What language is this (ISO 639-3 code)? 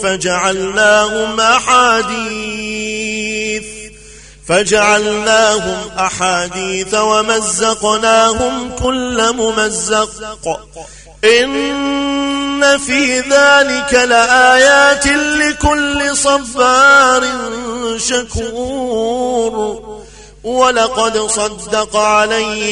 ara